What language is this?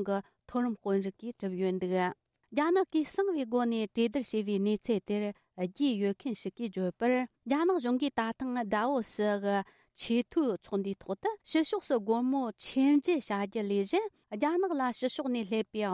Tibetan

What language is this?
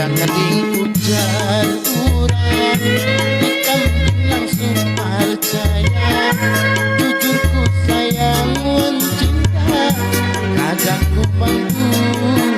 Banjar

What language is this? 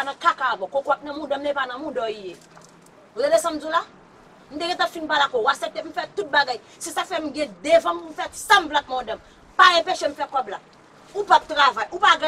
Haitian Creole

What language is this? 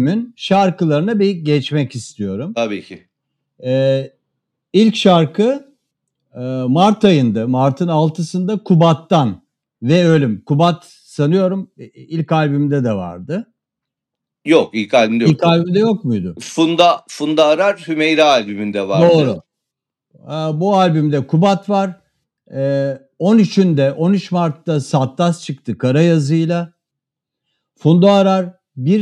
Turkish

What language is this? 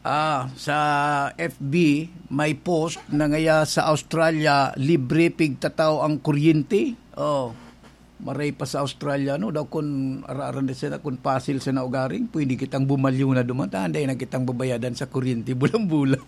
Bikol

